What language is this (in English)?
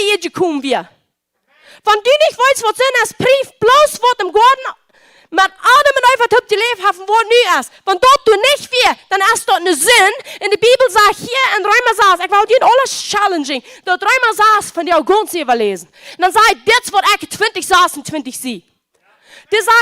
Plautdietsch